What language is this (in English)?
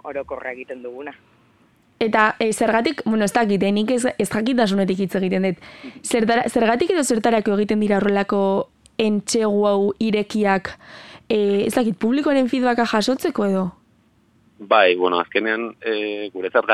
Basque